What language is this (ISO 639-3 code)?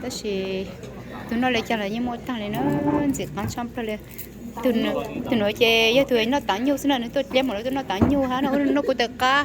hmn